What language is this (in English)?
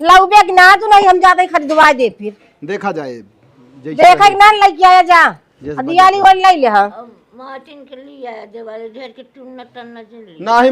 Awadhi